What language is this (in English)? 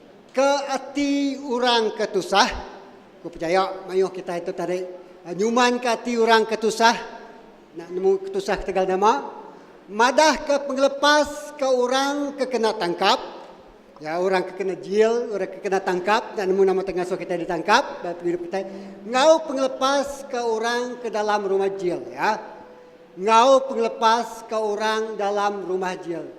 Iban